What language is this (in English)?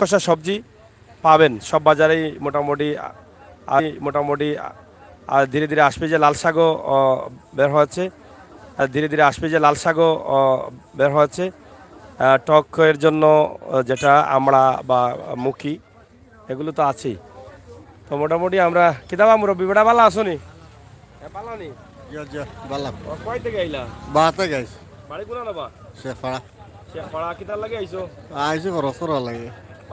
Sylheti